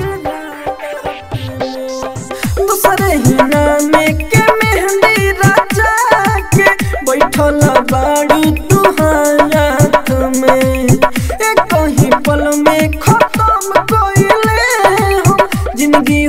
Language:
Bhojpuri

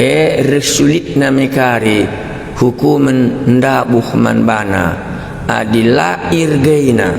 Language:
Batak Karo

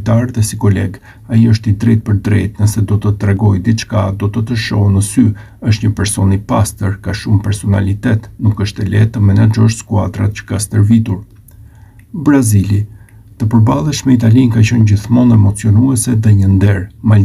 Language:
Albanian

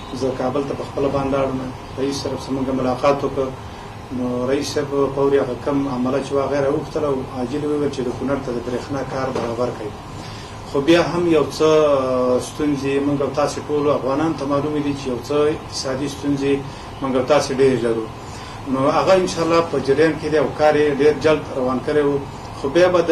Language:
Pashto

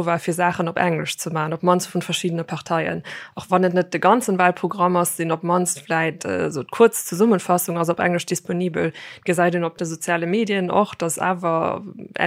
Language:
Luxembourgish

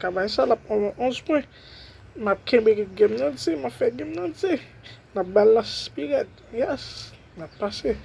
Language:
Haitian Creole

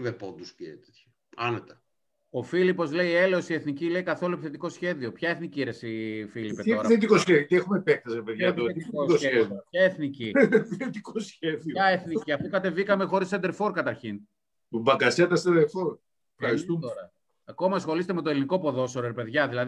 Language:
Greek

